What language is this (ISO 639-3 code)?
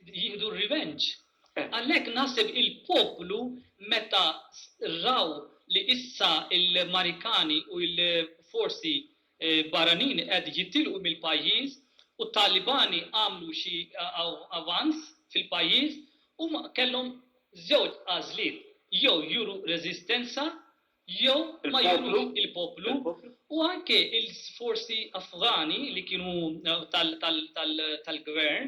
mlt